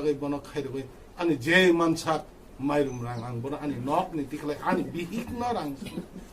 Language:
Kok Borok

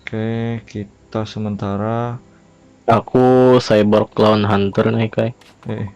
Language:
Banjar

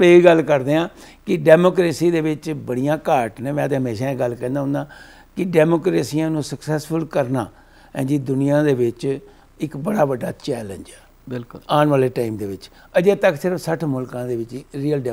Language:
Punjabi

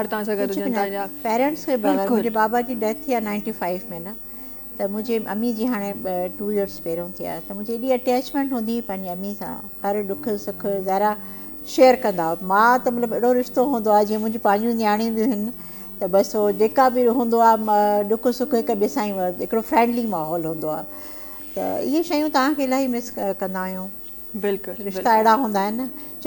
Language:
Sindhi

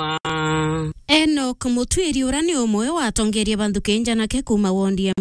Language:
Meru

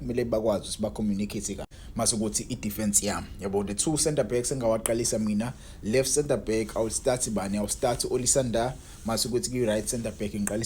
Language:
Zulu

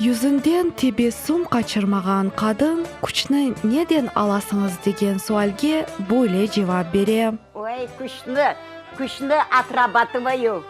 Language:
Crimean Tatar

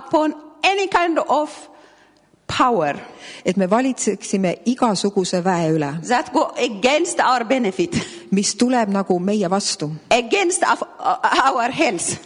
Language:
Estonian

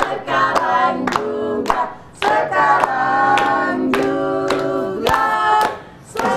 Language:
Musi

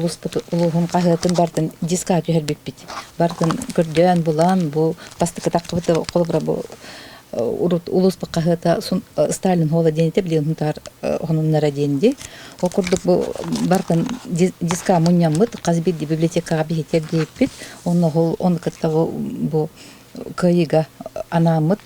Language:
Yakut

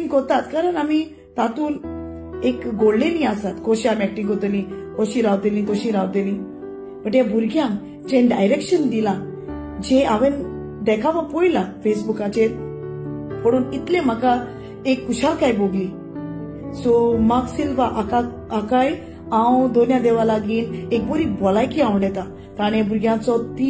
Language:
Konkani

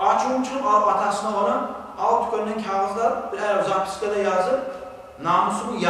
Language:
Kumyk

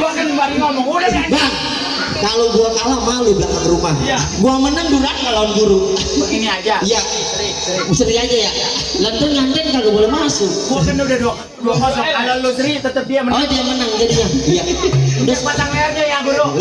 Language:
Betawi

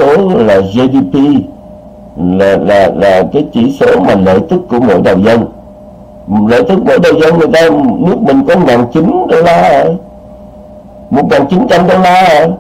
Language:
Vietnamese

